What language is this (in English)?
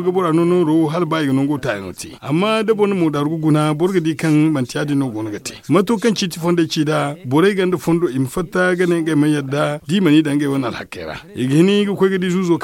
Zarma